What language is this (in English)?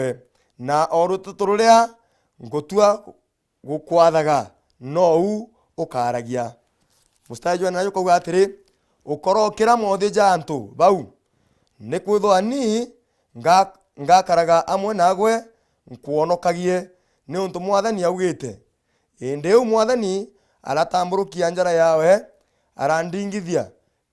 Meru